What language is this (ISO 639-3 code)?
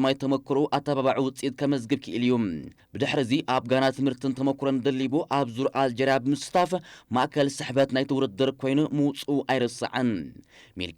tir